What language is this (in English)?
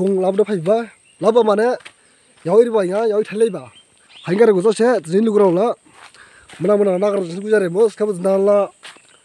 Dimasa